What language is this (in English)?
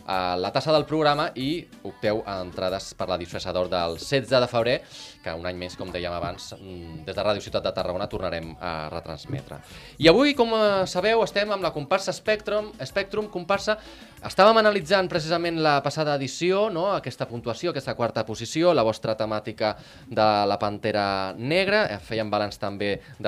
Catalan